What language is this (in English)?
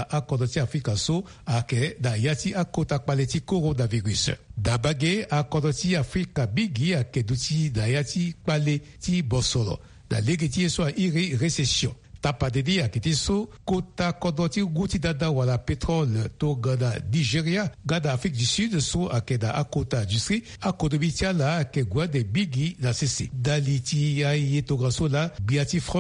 Sango